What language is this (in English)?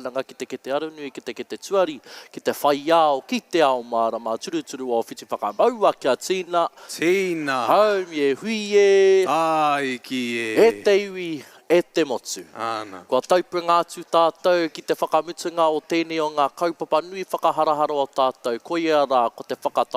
Māori